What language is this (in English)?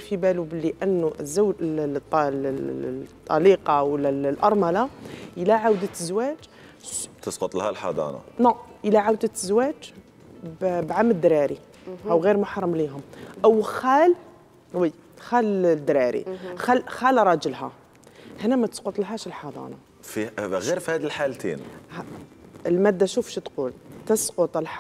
Algerian Arabic